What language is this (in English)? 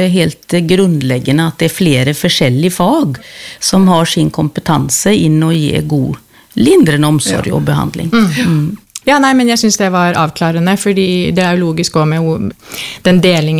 Norwegian